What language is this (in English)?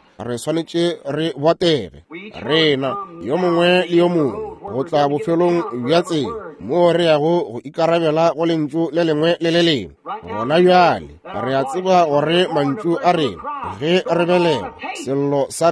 Northern Sotho